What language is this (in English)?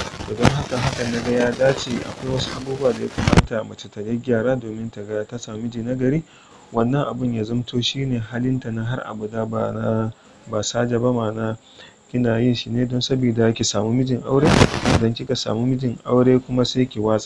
Hausa